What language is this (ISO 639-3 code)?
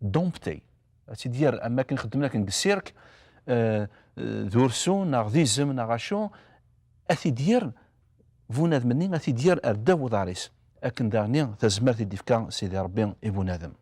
kab